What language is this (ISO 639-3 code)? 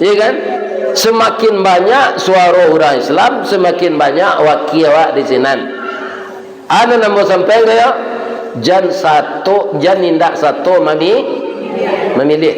min